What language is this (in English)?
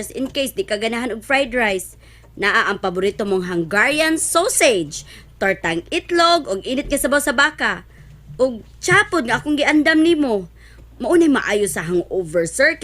Cebuano